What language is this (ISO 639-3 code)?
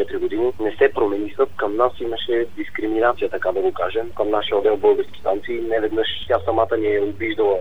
bul